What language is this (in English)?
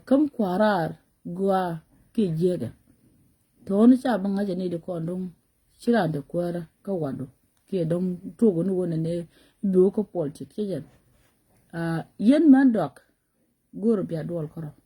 Nuer